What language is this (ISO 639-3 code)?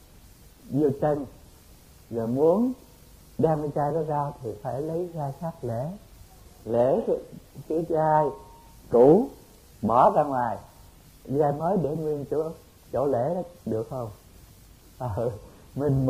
vie